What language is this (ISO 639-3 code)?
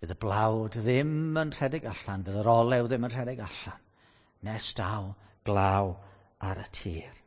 cym